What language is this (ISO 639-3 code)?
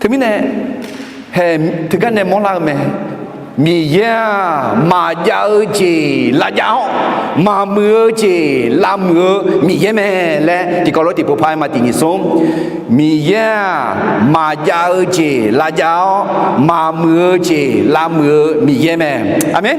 ahk